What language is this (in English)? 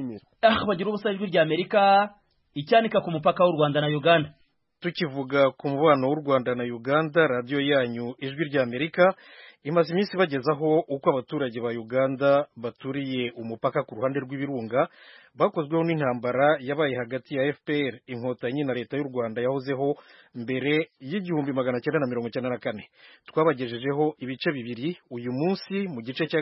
Kinyarwanda